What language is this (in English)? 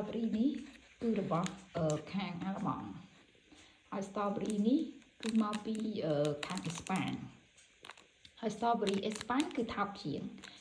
Khmer